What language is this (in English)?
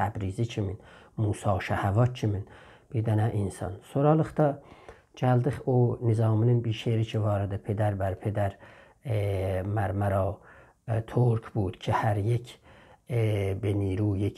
South Azerbaijani